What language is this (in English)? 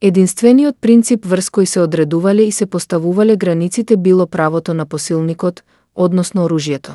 Macedonian